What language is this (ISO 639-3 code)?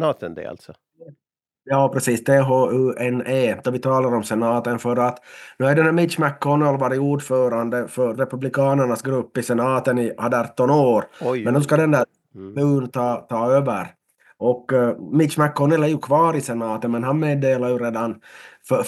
swe